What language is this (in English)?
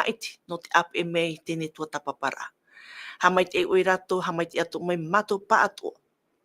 Tahitian